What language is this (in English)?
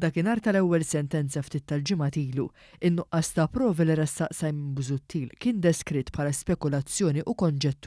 Maltese